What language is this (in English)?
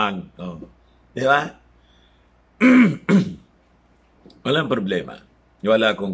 Filipino